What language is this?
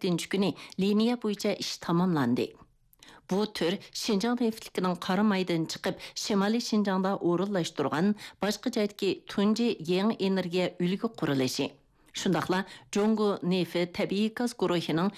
Uyghur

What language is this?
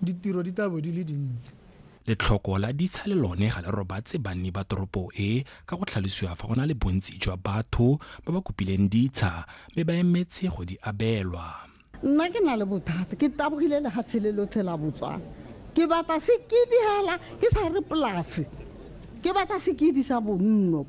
Tswana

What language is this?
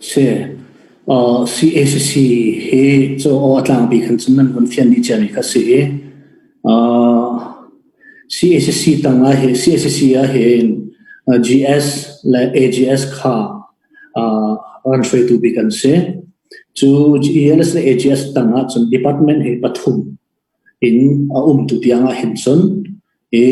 Hakha Chin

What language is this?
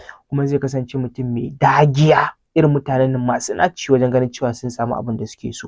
Hausa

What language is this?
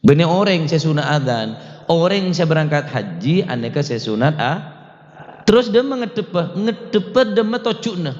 Madurese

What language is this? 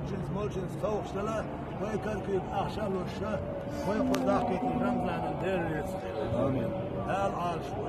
Chechen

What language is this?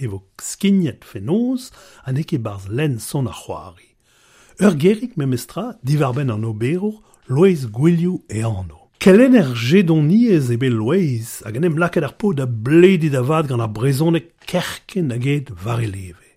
Breton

